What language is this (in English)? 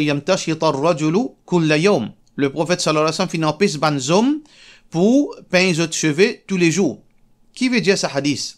Morisyen